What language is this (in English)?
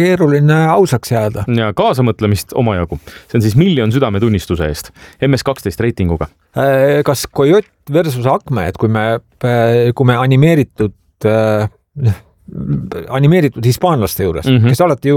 Estonian